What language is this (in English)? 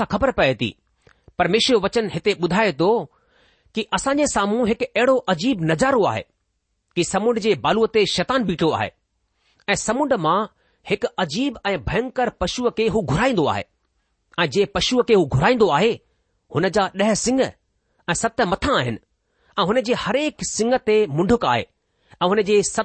Sindhi